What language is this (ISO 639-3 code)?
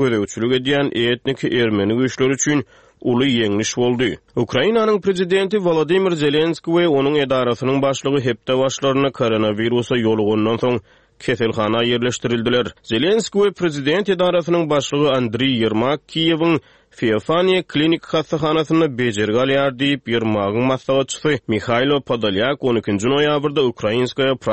tuk